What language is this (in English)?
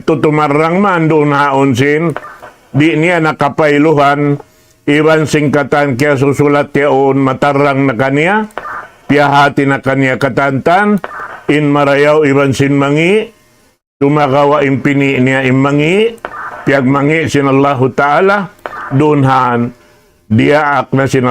Tausug